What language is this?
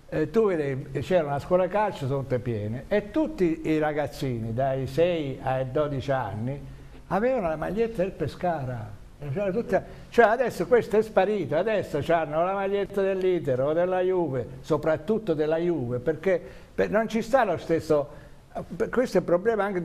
Italian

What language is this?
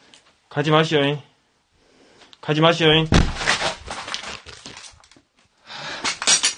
Korean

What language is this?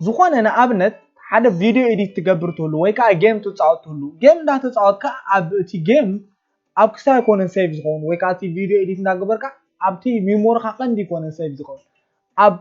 Tigrinya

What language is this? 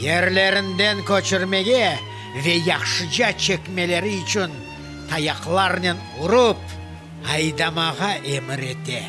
Crimean Tatar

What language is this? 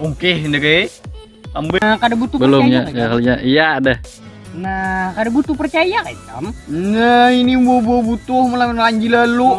Banjar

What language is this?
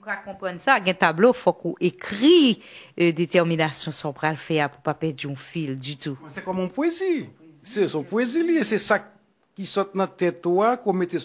Haitian Creole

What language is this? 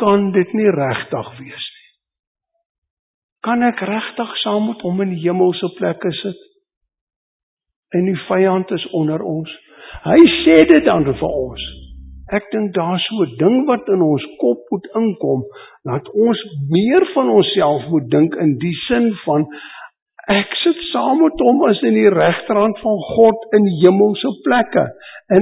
Afrikaans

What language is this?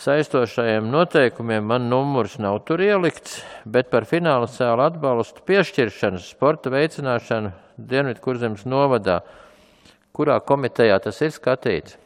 Latvian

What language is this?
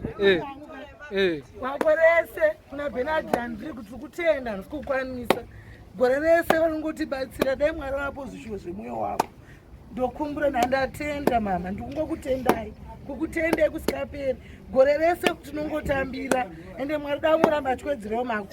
Shona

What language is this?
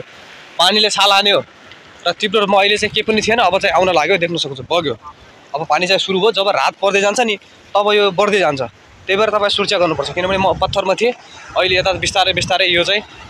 Nepali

